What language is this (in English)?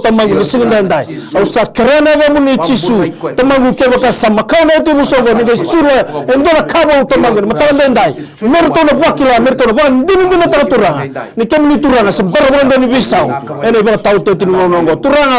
Fijian